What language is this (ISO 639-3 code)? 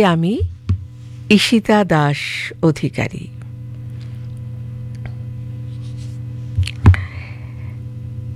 ben